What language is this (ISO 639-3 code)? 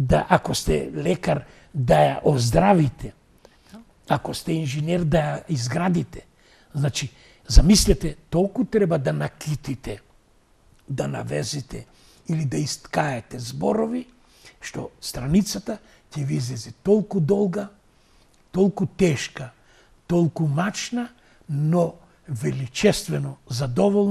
mkd